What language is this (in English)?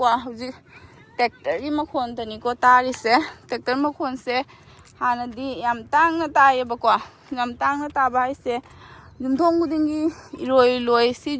Manipuri